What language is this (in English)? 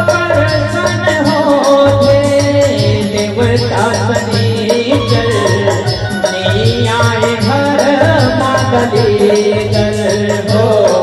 Chhattisgarhi